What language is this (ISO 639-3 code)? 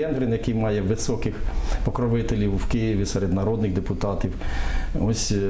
ukr